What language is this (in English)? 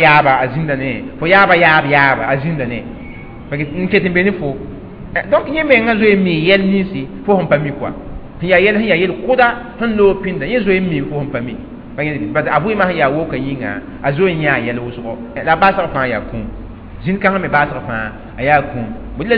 Mossi